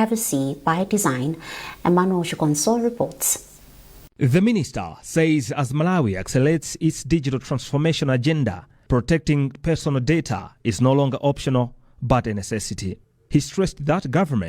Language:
English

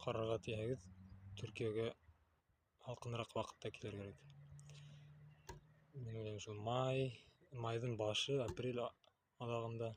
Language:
Bashkir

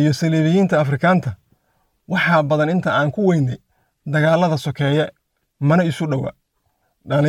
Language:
Somali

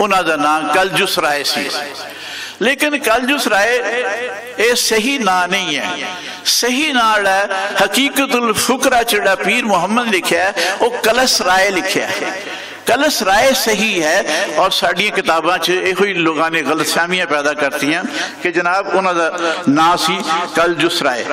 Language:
Western Panjabi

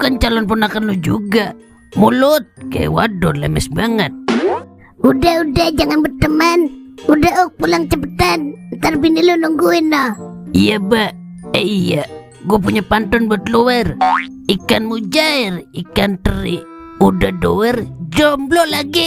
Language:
Betawi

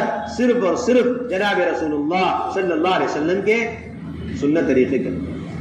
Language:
Urdu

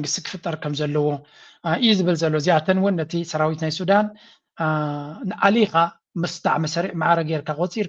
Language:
Tigrinya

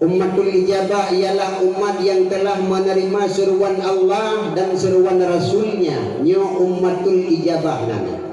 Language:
Achinese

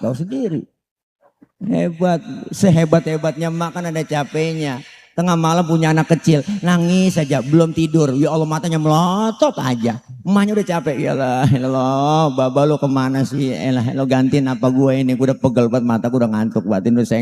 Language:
Betawi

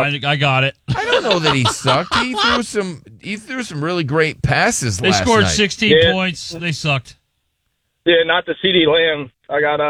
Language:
English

